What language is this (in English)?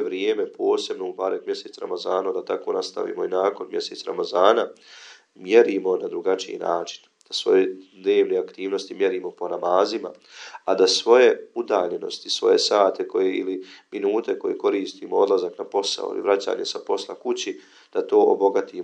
Bosnian